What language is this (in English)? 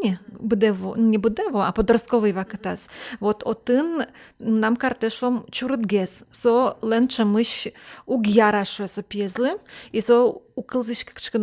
Udmurt